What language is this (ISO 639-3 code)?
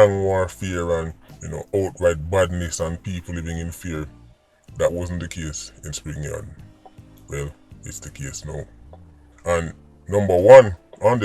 jam